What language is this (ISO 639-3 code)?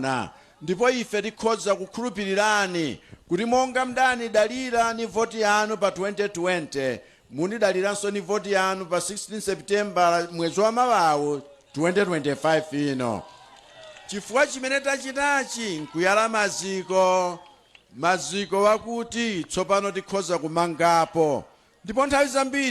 nya